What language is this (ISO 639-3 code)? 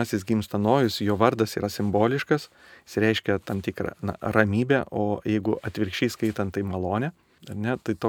lit